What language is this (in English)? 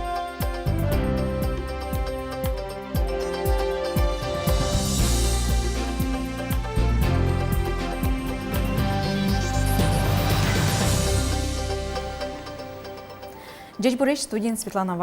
Udmurt